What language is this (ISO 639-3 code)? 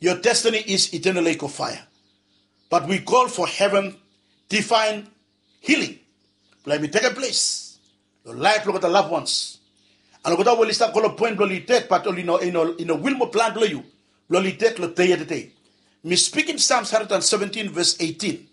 bis